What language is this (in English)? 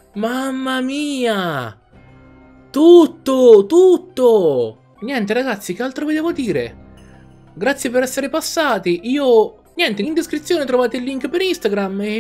Italian